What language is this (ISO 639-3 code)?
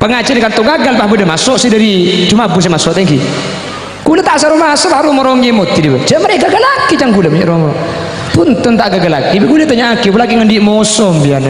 mad